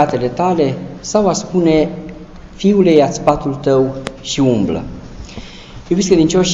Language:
Romanian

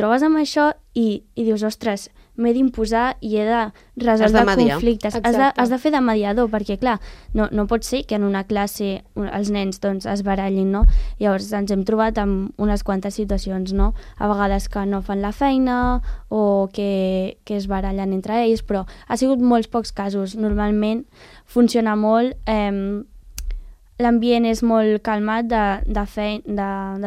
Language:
Catalan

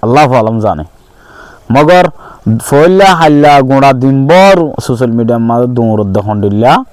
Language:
Rohingya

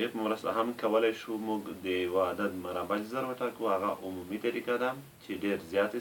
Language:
Pashto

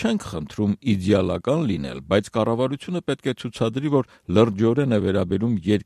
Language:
Armenian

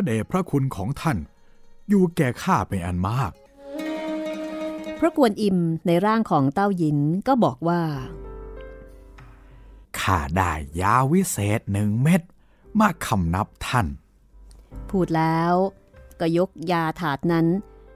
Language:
Thai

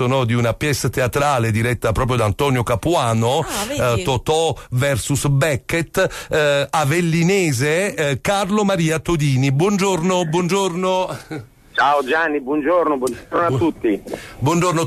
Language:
Italian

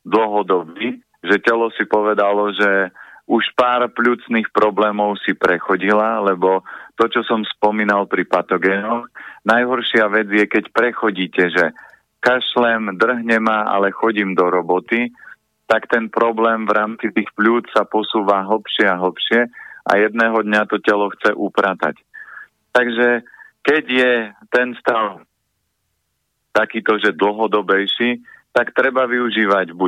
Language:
Slovak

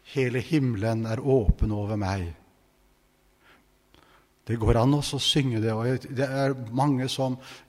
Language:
Norwegian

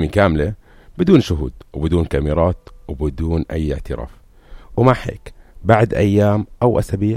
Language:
North Levantine Arabic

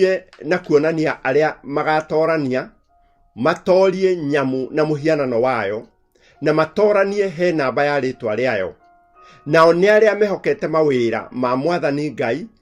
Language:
Kikuyu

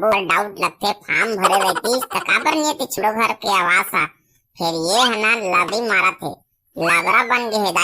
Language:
Chhattisgarhi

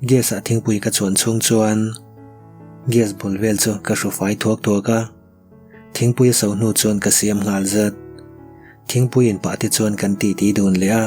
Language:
Mizo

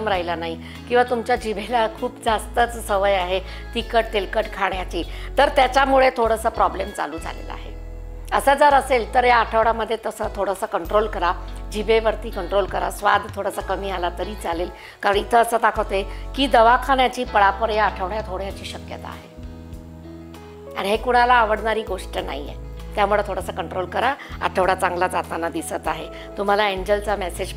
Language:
Marathi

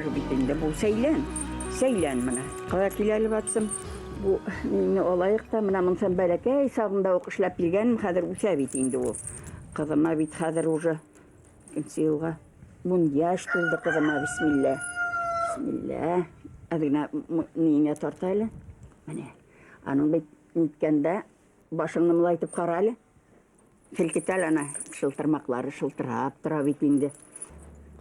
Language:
Bashkir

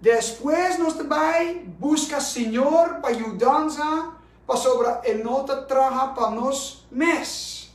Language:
Papiamento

